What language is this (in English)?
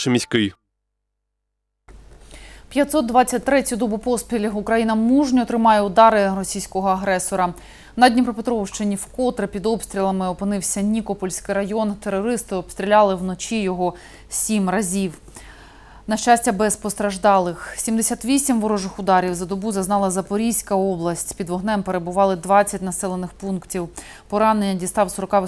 Ukrainian